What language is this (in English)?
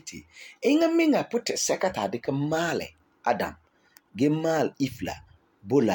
Frafra